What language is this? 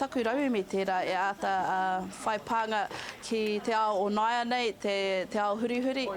Māori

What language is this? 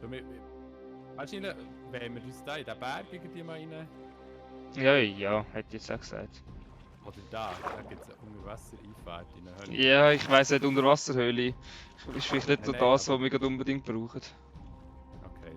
Swiss German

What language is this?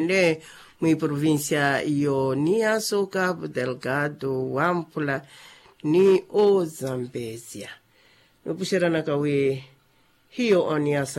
Makhuwa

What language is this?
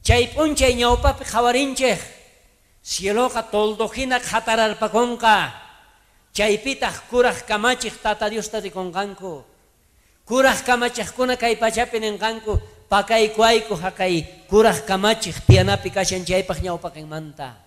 South Bolivian Quechua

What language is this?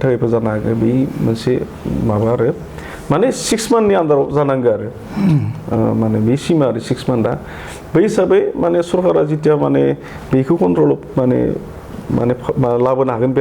Bodo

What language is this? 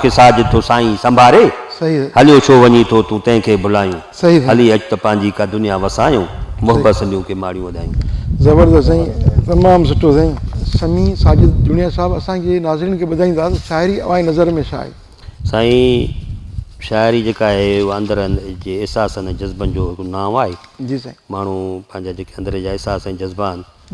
Sindhi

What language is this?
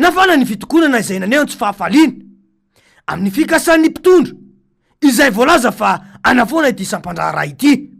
Malagasy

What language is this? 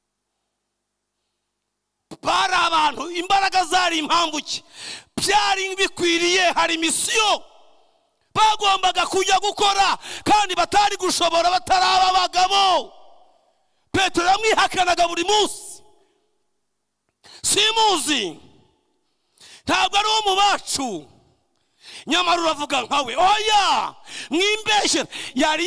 Kinyarwanda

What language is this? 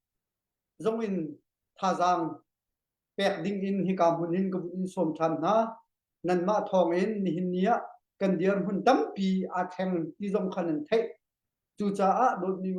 Hakha Chin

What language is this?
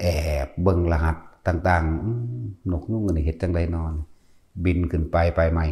Northeastern Thai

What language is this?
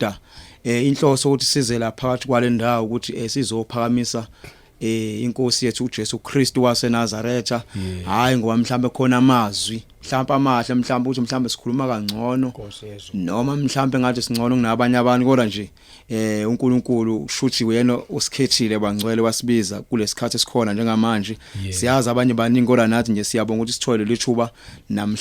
Zulu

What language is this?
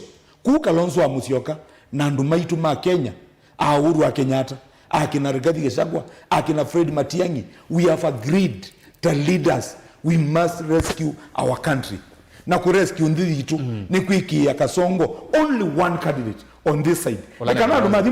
Kamba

